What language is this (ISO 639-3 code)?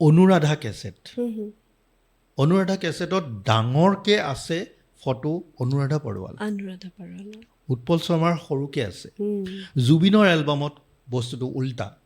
asm